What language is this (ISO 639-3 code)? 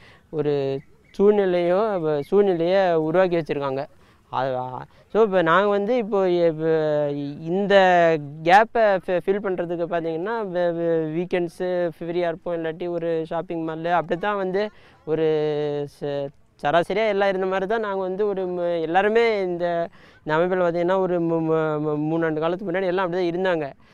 tam